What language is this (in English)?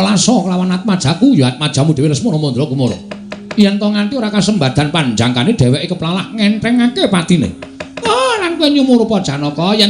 Javanese